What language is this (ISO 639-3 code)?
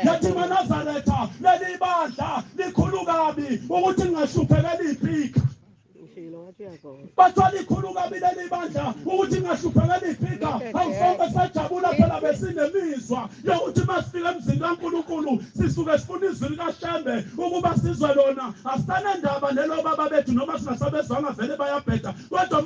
zul